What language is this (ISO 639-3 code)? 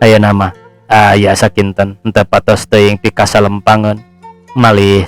sun